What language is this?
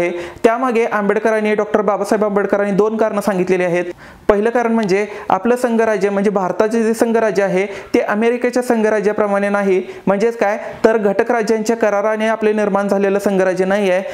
Marathi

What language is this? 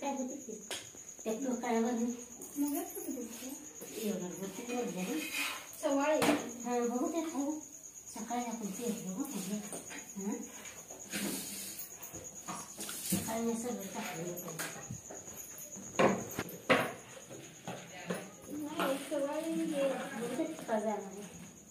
Marathi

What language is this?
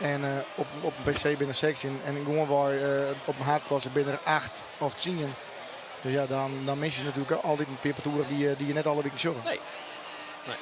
Western Frisian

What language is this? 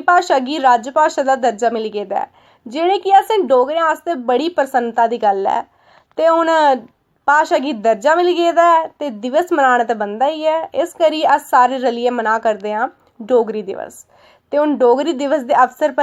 Dogri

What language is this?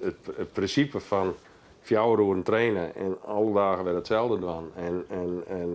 Western Frisian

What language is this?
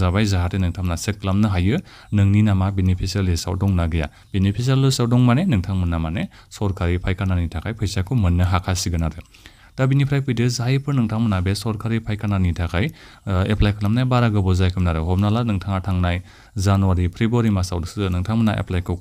Bodo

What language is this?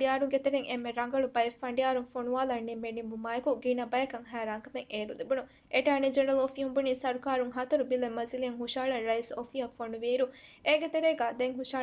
Divehi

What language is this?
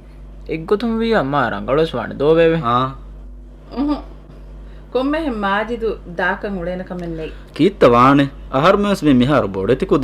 Divehi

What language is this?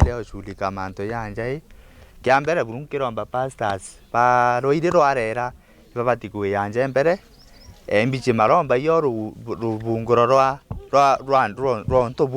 Meru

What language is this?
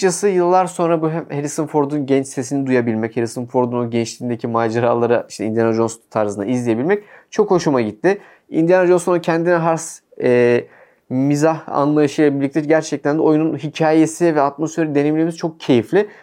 Turkish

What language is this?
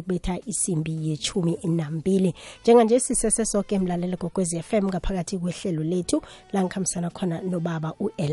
South Ndebele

